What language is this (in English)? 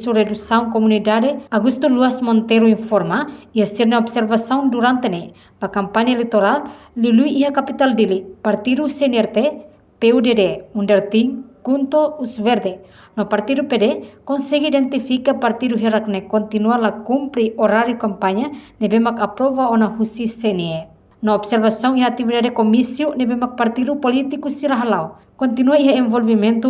Tetum